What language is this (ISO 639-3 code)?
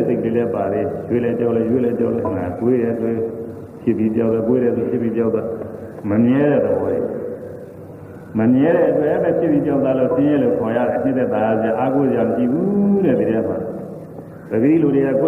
mya